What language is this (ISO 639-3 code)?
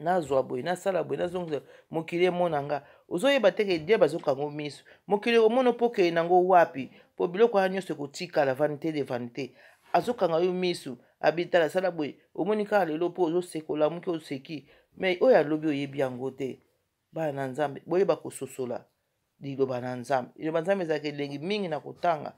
lin